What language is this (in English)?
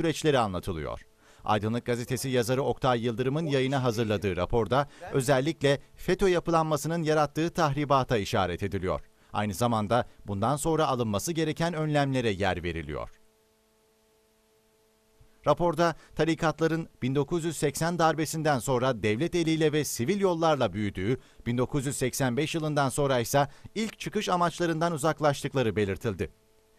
Turkish